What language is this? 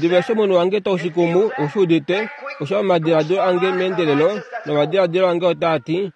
Kuanyama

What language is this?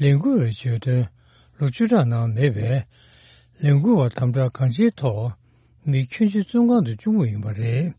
Tibetan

